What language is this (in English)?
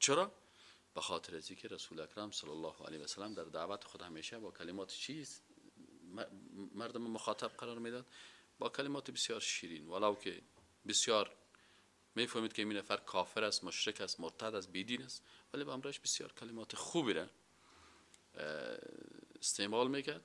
Persian